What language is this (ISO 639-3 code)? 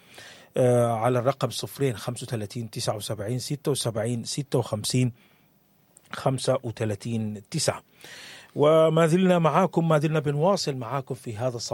apd